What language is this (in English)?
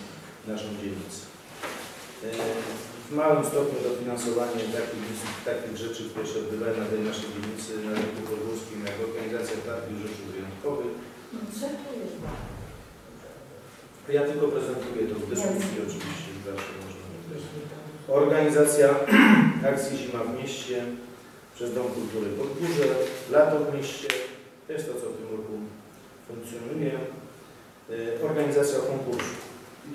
Polish